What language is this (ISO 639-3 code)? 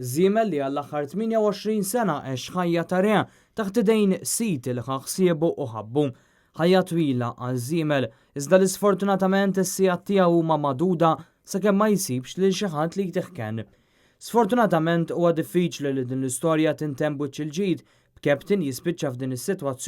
mlt